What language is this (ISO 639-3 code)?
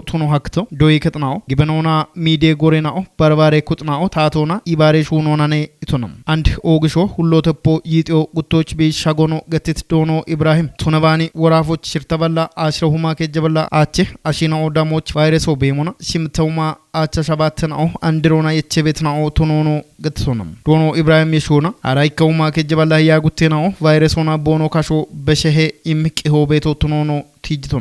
kbr